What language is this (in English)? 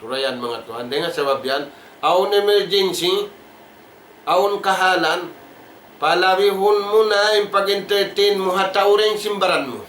Tausug